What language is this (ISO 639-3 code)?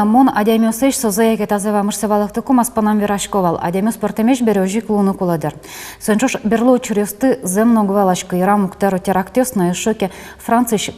udm